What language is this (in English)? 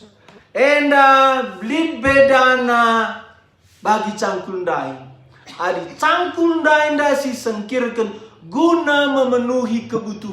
Batak Karo